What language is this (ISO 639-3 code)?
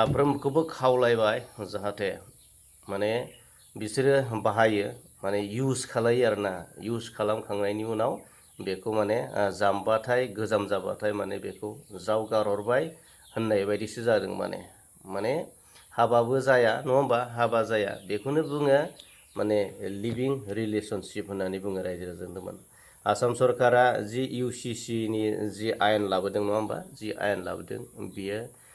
brx